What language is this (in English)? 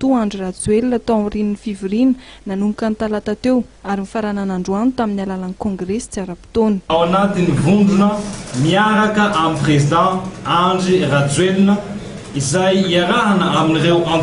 Malagasy